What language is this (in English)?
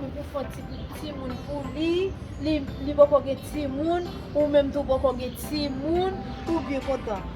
Haitian Creole